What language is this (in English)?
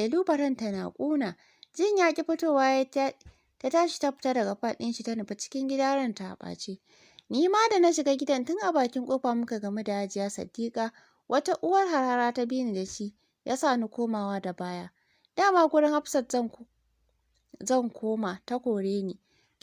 Hausa